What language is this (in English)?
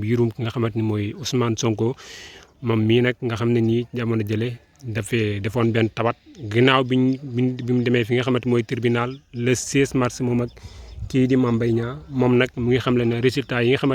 Wolof